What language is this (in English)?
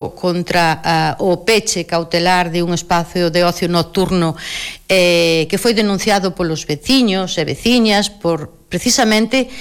Galician